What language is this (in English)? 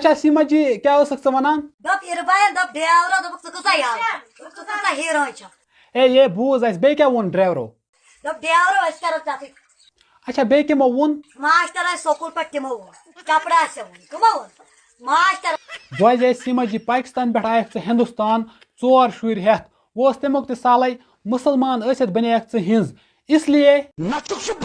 Kashmiri